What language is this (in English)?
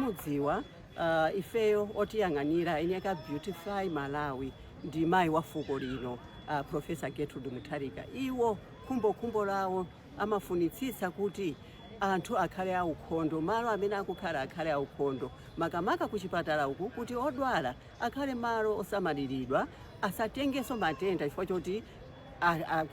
Nyanja